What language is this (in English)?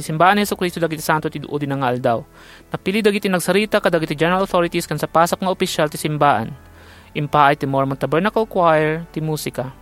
Iloko